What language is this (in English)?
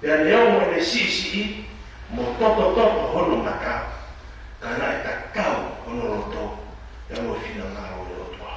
Tongan